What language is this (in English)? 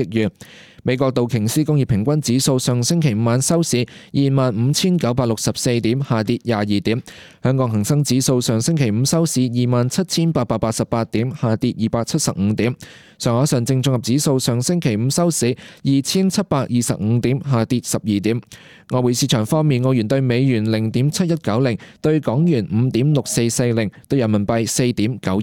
Cantonese